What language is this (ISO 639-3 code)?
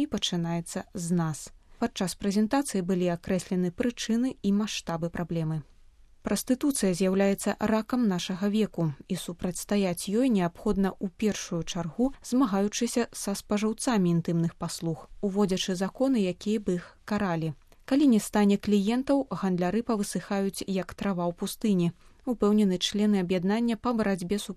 bel